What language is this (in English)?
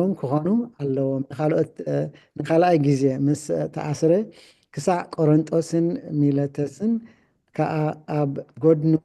Tigrinya